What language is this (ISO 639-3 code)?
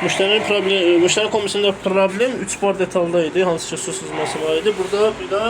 aze